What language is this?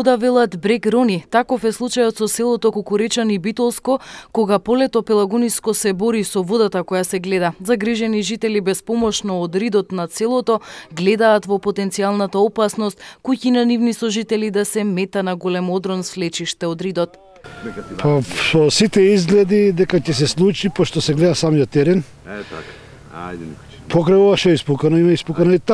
Macedonian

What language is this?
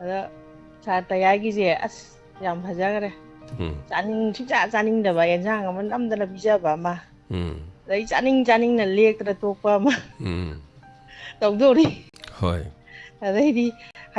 Manipuri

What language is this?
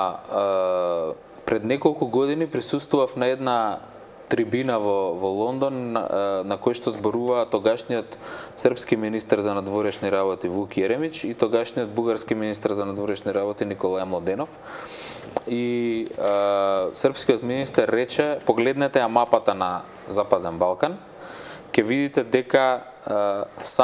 Macedonian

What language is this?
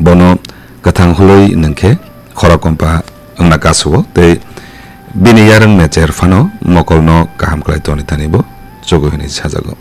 Kok Borok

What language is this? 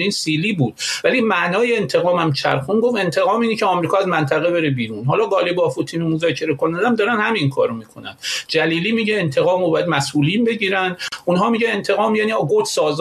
Persian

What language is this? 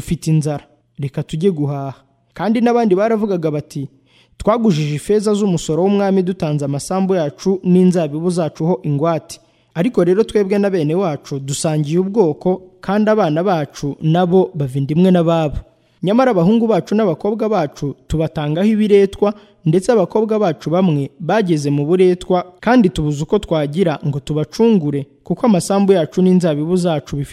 Kinyarwanda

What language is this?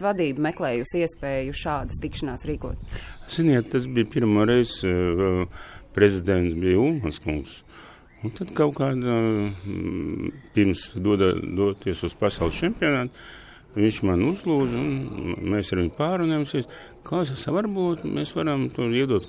Latvian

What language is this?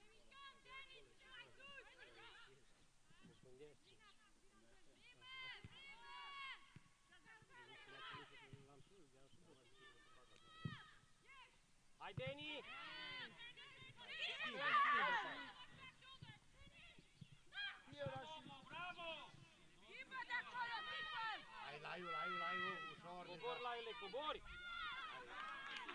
Romanian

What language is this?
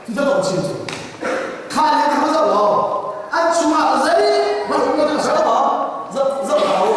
Hakha Chin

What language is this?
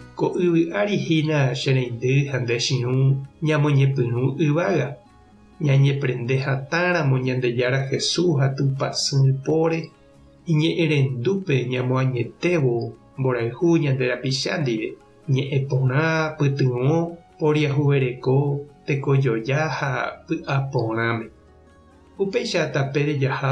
Guarani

